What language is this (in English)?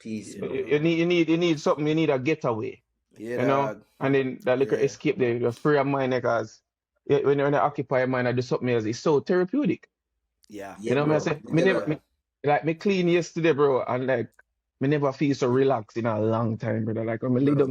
Jamaican Creole English